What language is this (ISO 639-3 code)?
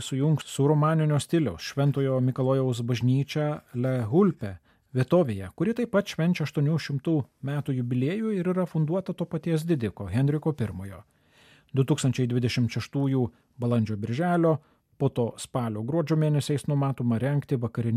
lit